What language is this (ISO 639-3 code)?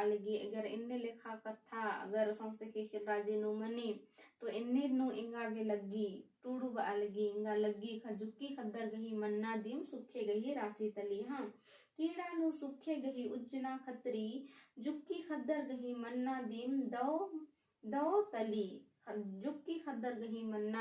kru